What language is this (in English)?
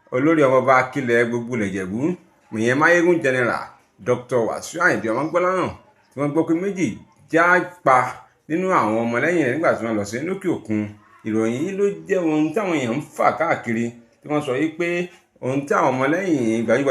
Yoruba